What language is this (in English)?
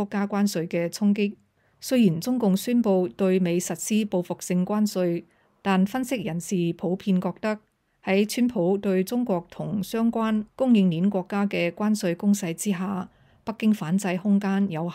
Cantonese